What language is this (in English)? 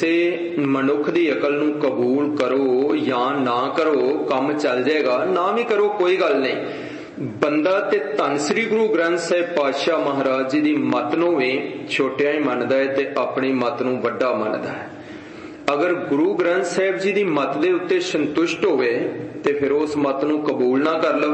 Punjabi